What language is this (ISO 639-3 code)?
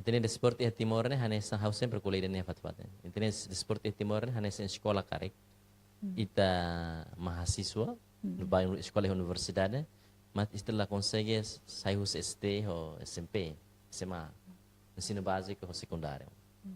tet